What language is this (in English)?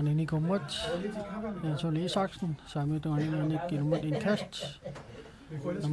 Kalaallisut